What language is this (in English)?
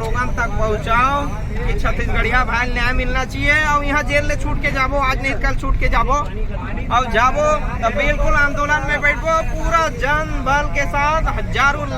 Chhattisgarhi